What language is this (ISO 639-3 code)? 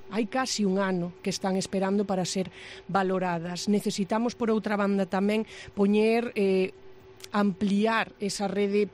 glg